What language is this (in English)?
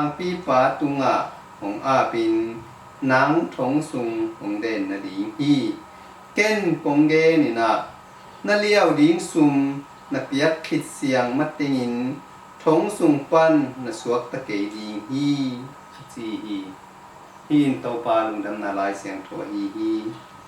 Tedim Chin